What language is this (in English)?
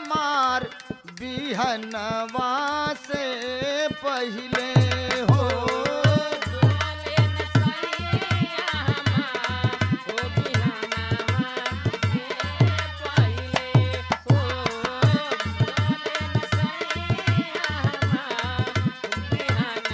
Bhojpuri